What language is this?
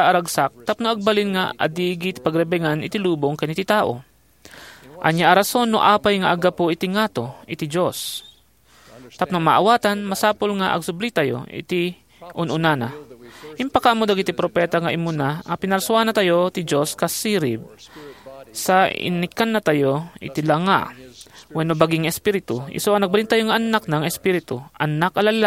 Iloko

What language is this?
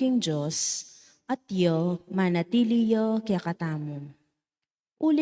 Pampanga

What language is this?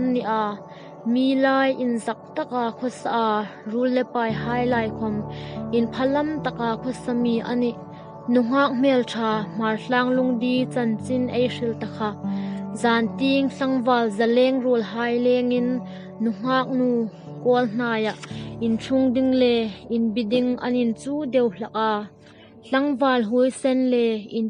Hmar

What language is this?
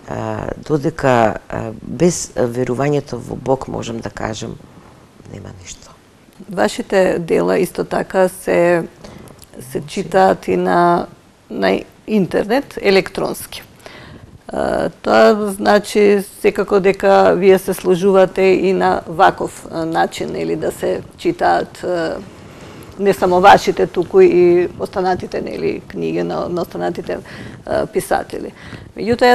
Macedonian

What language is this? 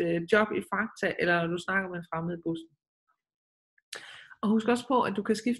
Danish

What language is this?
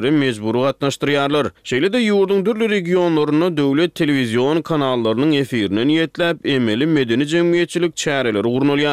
Turkmen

